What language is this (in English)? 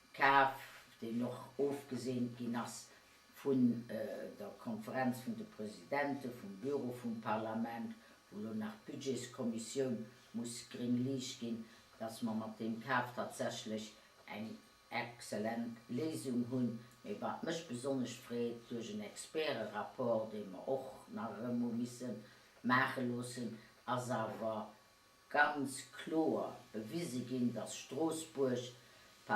Luxembourgish